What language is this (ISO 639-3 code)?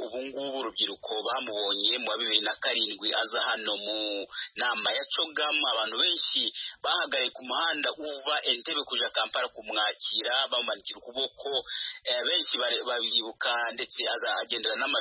kin